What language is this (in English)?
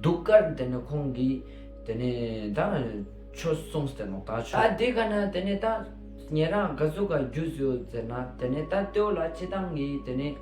Ladakhi